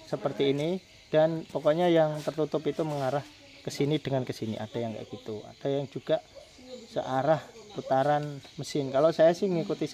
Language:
Indonesian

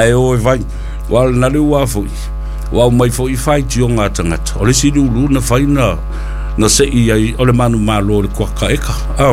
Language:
Samoan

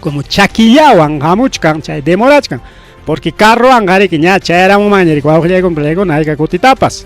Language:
Ayacucho Quechua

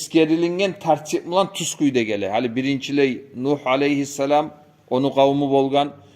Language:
Kumyk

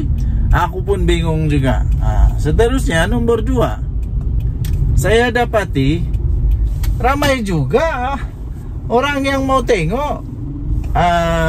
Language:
Malay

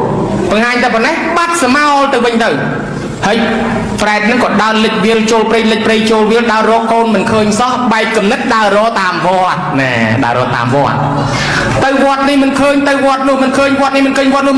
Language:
Khmer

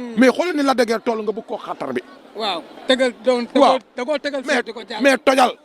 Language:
Wolof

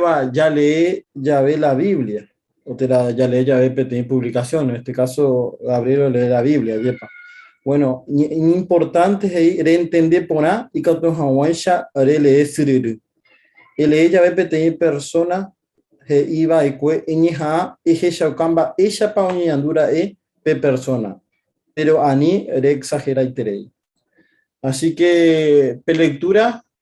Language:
Guarani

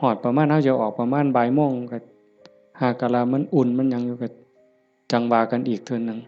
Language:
Northeastern Thai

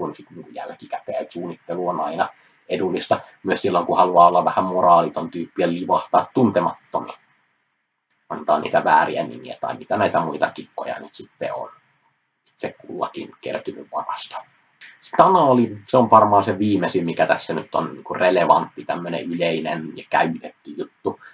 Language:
Finnish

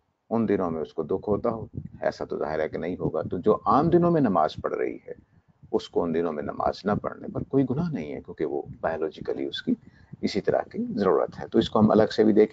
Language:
Urdu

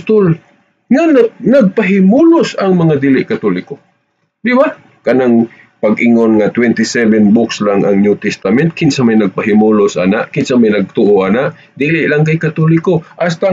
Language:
Cebuano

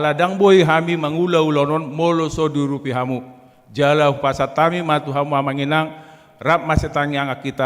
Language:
Batak Toba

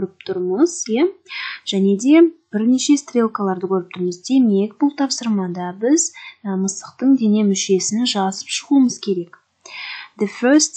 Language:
Kazakh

